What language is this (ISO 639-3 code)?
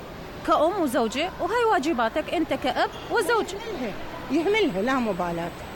acm